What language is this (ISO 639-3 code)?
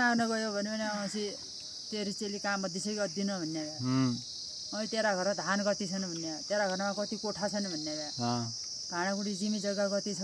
nep